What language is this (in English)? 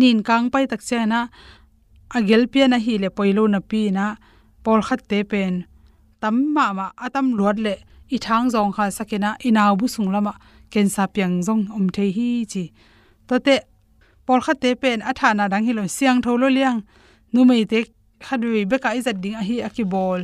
Tedim Chin